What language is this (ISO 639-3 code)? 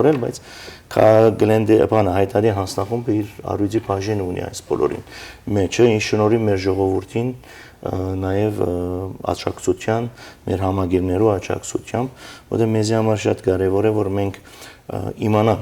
hyw